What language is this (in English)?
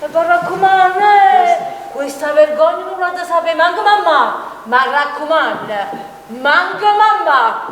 Neapolitan